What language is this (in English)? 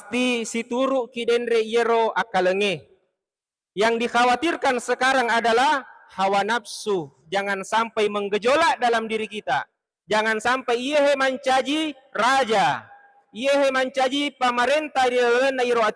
Buginese